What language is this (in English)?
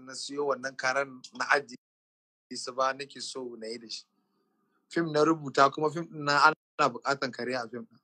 Hausa